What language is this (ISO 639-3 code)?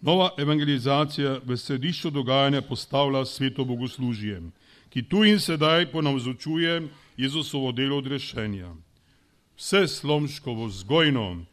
slv